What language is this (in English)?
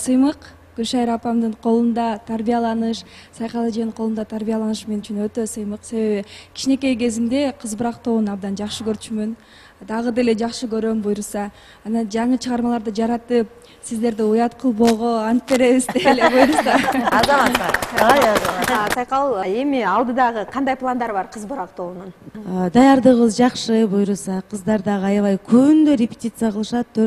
Kyrgyz